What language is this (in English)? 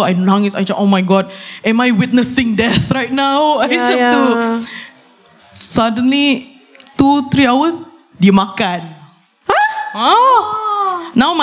Malay